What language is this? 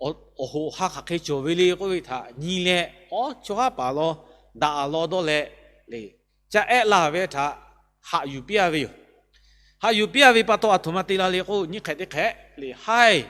Lahu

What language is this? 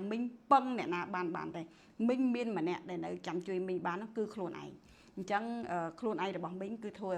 Khmer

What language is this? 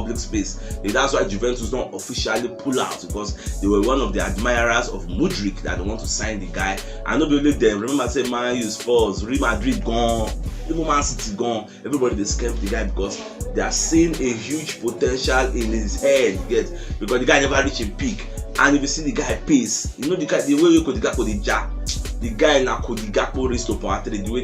Nigerian Pidgin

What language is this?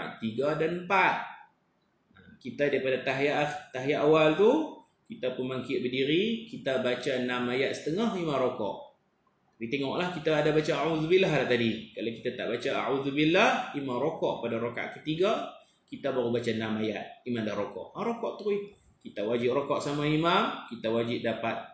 Malay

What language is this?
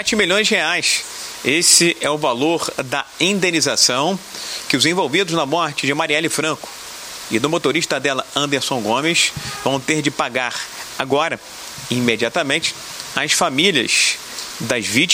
Portuguese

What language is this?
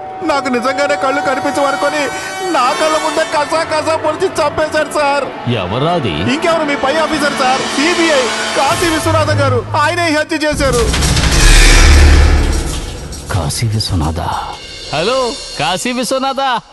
Telugu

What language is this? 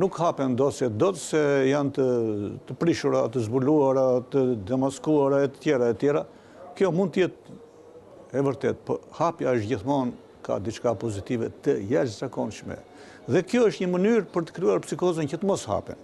Albanian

